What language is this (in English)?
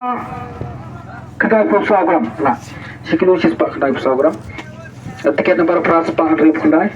Khasi